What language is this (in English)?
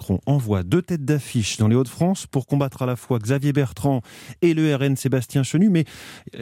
French